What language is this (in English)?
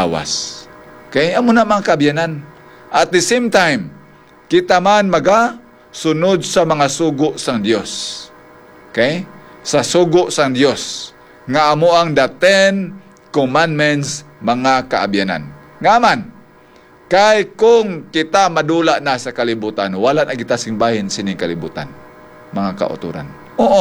Hiligaynon